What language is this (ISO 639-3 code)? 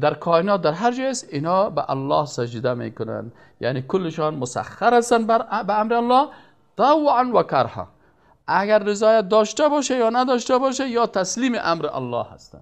fas